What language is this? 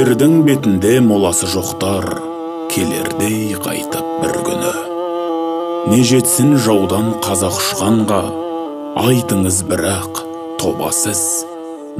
Kazakh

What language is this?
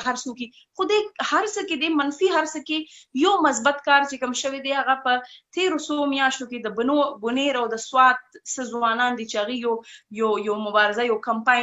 Pashto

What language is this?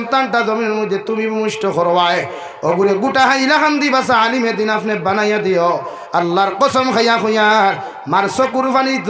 Sylheti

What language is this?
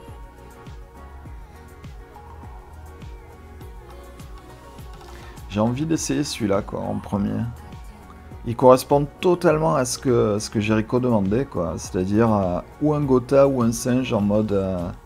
French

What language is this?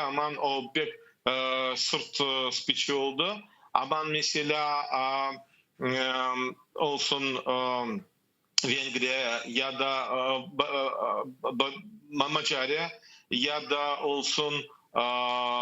Crimean Tatar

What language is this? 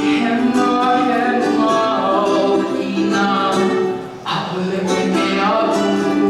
Hawaiian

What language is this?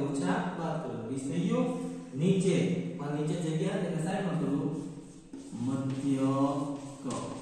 Gujarati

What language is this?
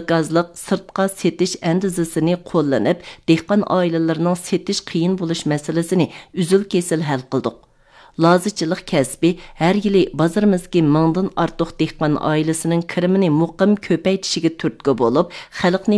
Uyghur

